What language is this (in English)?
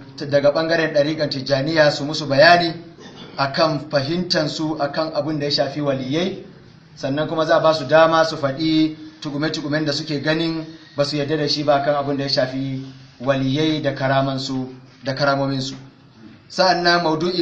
Hausa